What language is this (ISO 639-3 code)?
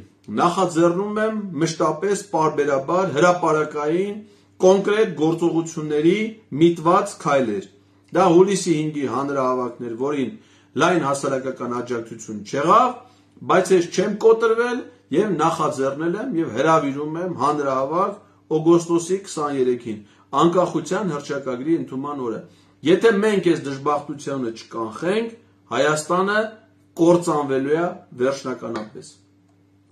hye